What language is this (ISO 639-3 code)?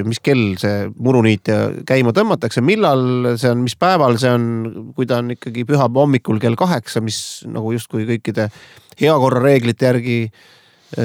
est